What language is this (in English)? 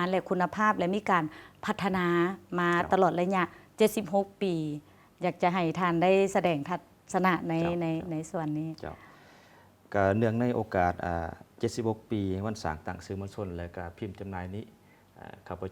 Lao